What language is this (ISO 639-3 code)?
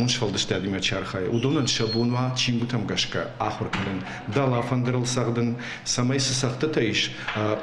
oss